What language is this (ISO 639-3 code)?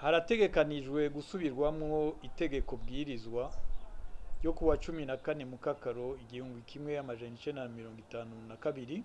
run